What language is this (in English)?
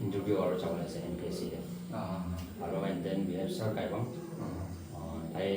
Naga Pidgin